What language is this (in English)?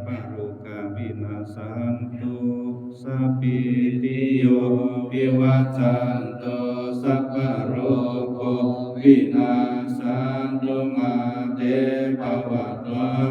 Pali